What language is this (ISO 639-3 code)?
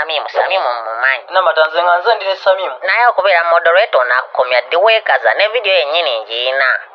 lug